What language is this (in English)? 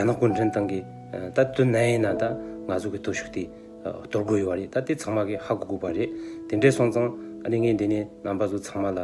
Tibetan